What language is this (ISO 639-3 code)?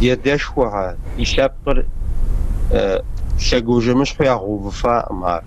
kbd